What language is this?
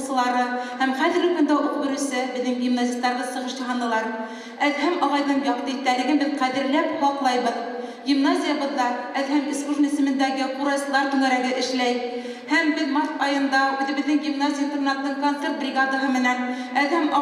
Bashkir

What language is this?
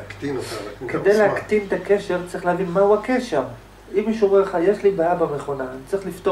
Hebrew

